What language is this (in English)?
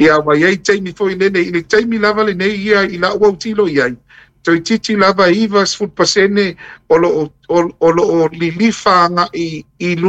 Samoan